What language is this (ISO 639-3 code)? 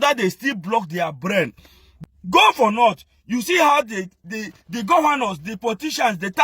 pcm